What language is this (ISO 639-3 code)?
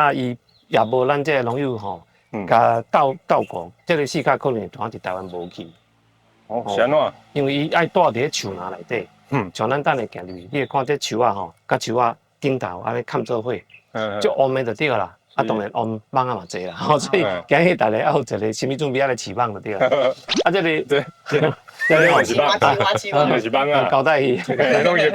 nan